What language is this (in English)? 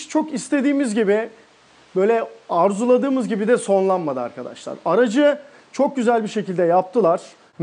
Turkish